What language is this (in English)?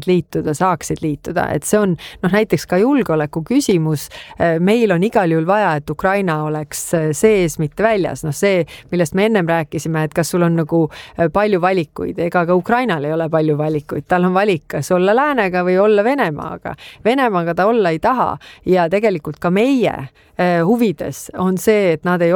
Estonian